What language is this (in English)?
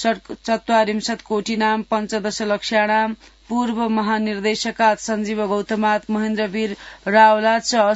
Sanskrit